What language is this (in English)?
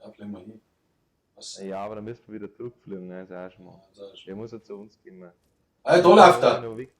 Bavarian